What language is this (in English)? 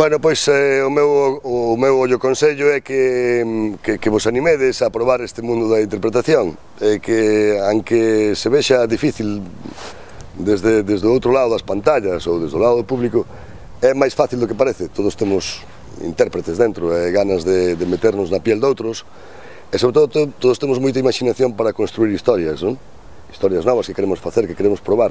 Galician